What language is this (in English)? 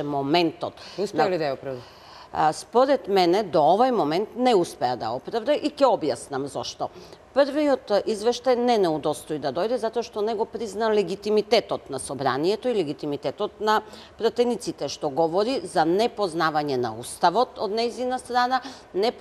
Macedonian